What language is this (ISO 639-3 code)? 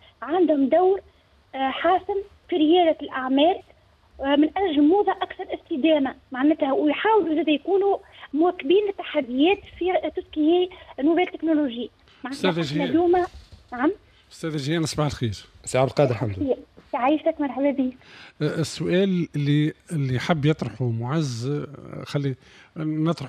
aeb